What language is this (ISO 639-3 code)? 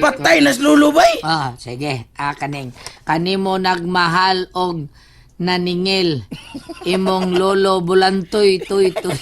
ceb